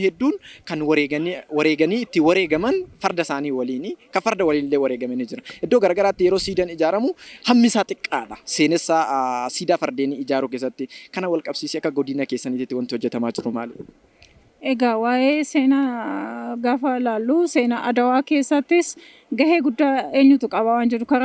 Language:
Oromo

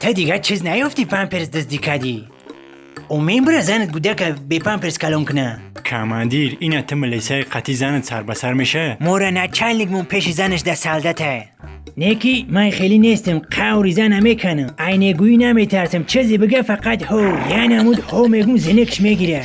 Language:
Tajik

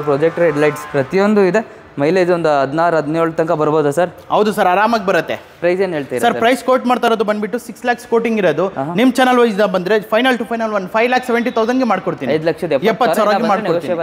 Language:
Kannada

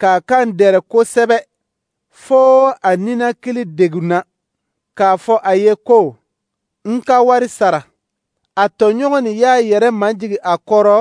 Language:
Dyula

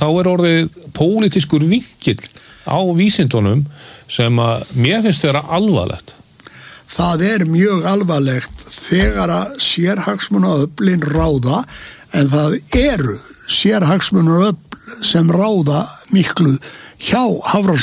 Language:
Icelandic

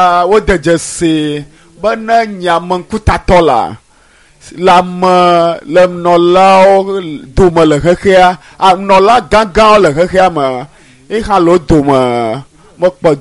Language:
Ewe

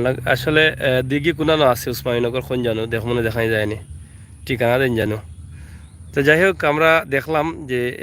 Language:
Sylheti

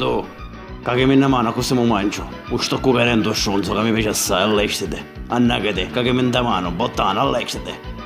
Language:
Sicilian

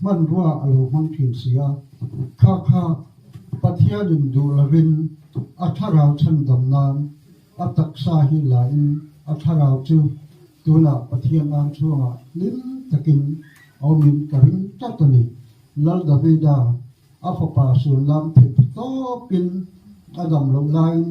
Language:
Mizo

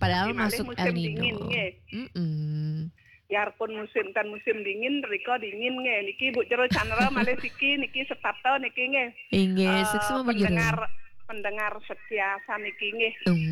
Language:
Balinese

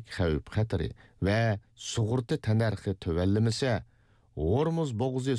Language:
Uyghur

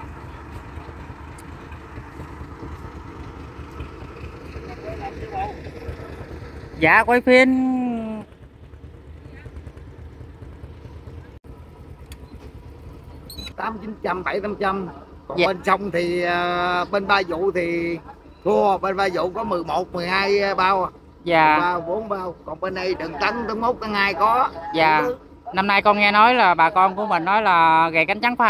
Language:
Vietnamese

